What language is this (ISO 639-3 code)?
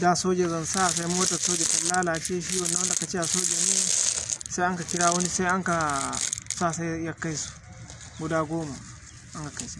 hau